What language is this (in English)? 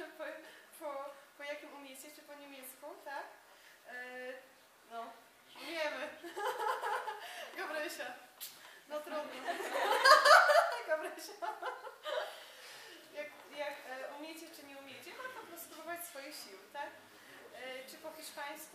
Polish